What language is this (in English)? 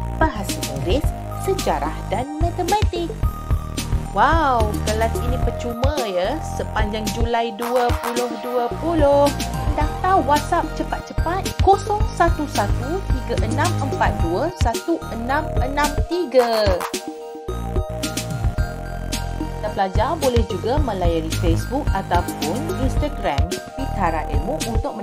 Malay